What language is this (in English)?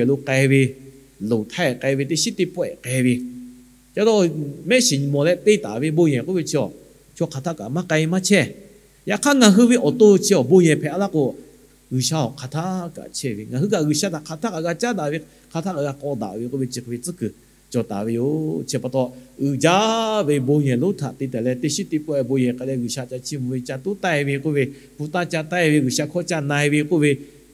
Lahu